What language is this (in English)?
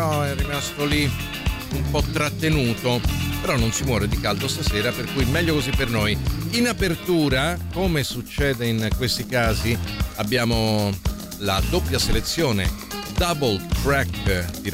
Italian